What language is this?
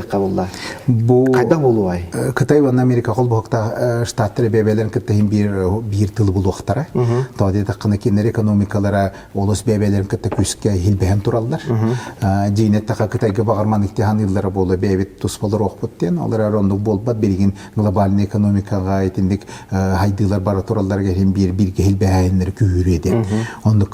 Yakut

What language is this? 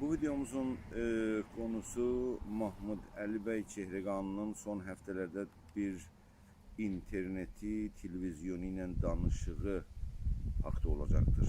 South Azerbaijani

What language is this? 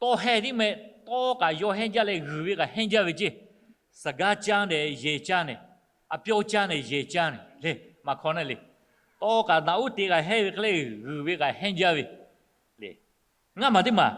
Lahu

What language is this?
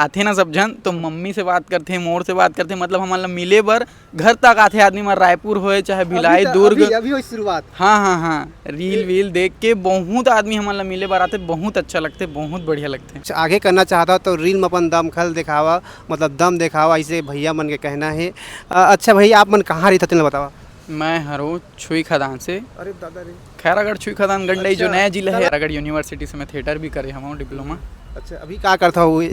Chhattisgarhi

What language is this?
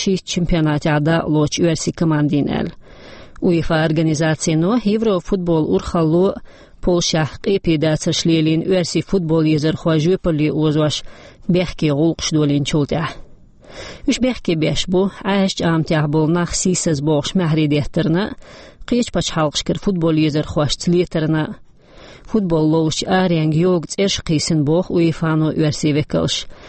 Chechen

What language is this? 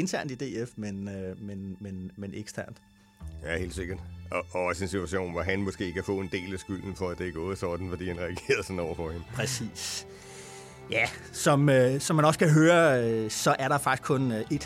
Danish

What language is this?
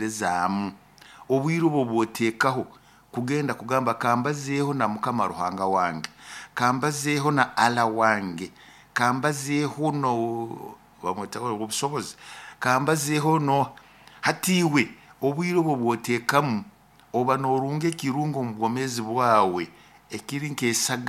Nyoro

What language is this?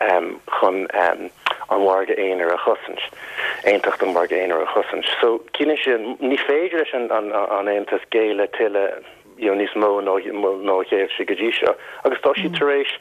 Irish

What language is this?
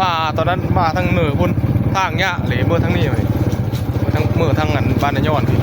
Northeastern Thai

